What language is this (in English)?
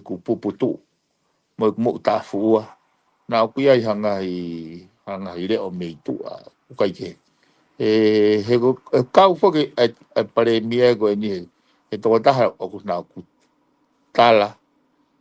Tongan